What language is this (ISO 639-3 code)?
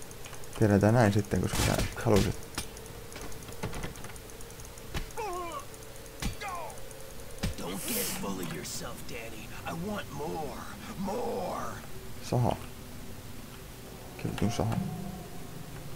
fin